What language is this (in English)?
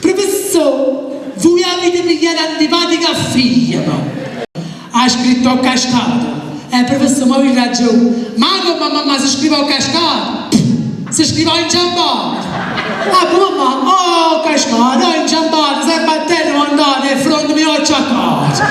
Neapolitan